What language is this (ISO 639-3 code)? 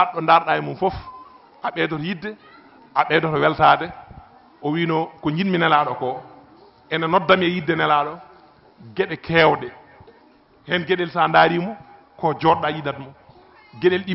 ful